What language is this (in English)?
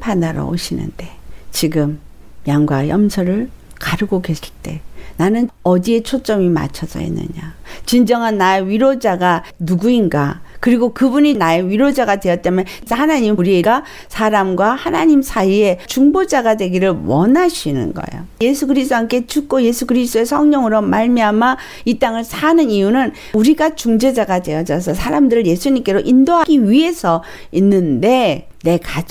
Korean